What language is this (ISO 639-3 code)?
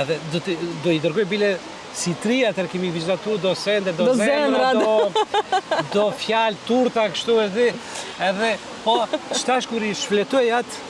sqi